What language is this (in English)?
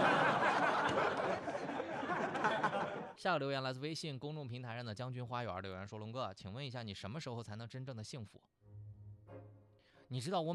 Chinese